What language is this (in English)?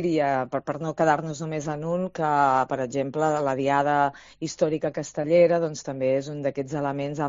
Catalan